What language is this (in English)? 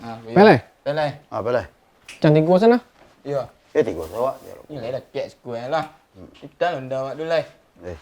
Minangkabau